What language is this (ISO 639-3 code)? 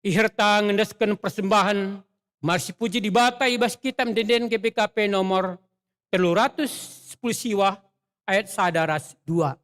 btx